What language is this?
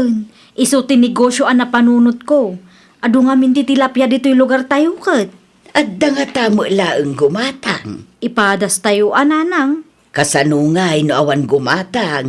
Iloko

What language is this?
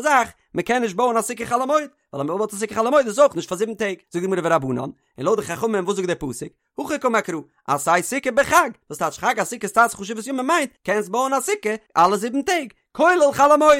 Yiddish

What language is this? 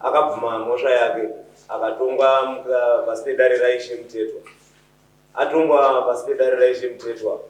Shona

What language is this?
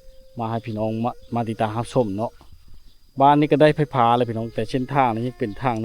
Lao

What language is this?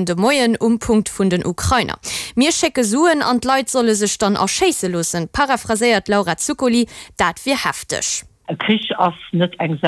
Luxembourgish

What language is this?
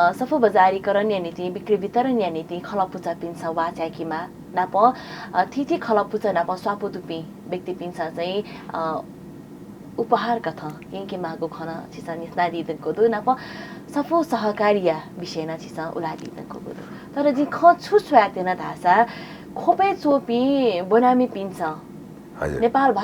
Newari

